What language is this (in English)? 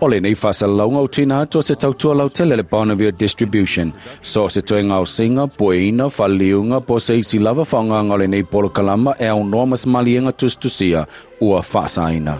Samoan